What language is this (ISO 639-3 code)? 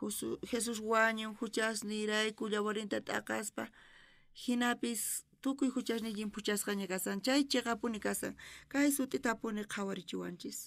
quh